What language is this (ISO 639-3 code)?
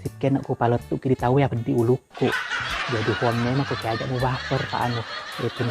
bug